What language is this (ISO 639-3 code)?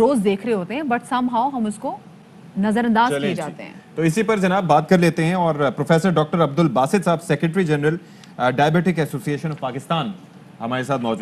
urd